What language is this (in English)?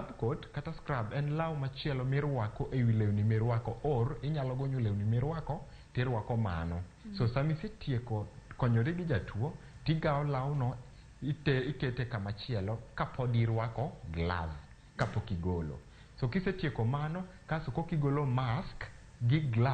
Luo (Kenya and Tanzania)